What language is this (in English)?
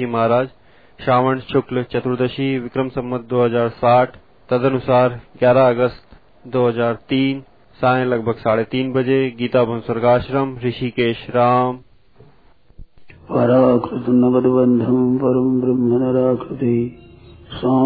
Hindi